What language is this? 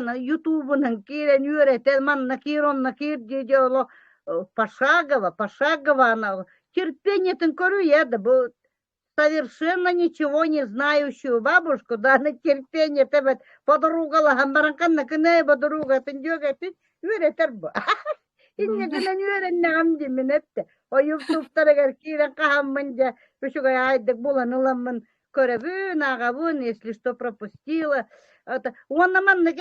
Yakut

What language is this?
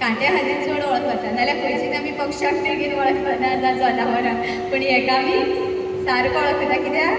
Konkani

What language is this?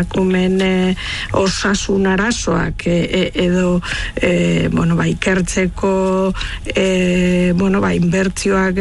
Basque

